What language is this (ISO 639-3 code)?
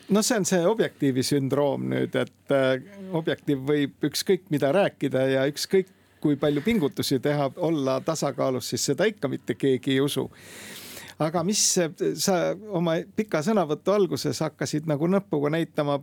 est